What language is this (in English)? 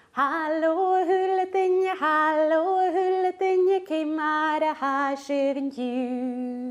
Scottish Gaelic